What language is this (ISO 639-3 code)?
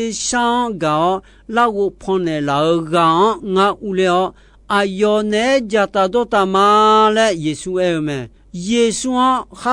ahk